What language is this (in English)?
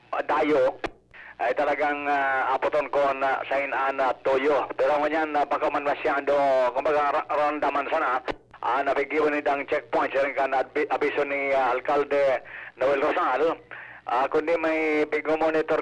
Bikol